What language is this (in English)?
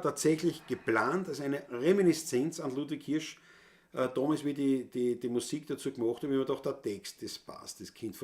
Bavarian